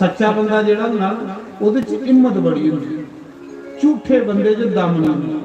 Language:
Dogri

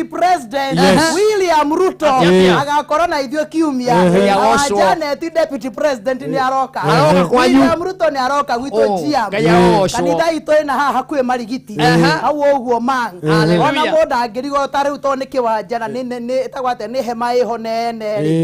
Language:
Kikuyu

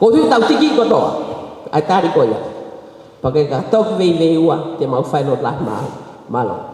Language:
Tongan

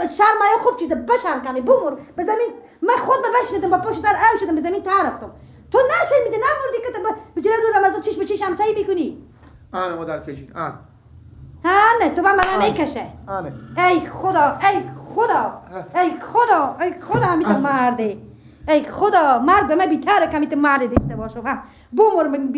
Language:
Persian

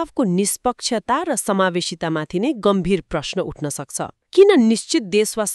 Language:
Nepali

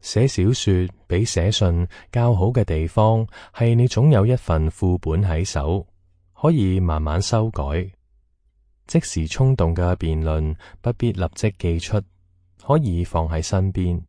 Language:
Cantonese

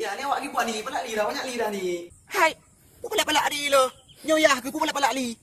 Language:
Achinese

